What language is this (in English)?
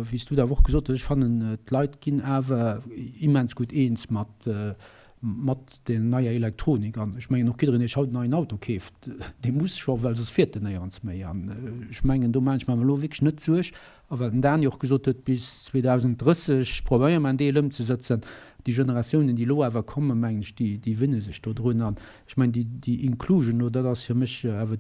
Luxembourgish